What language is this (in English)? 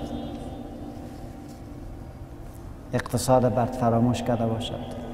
Persian